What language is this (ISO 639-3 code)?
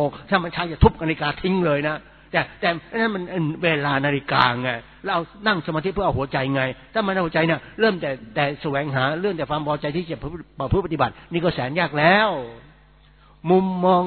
tha